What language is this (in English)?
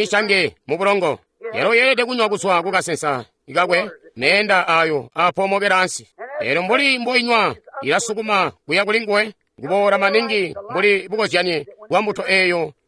Tonga (Zambia)